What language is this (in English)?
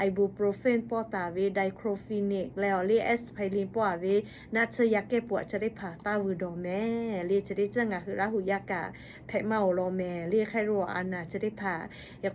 Lahu